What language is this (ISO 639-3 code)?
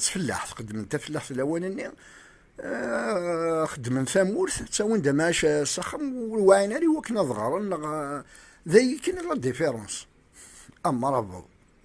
kab